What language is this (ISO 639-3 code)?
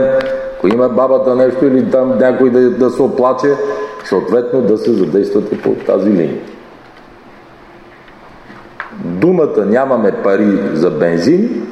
bul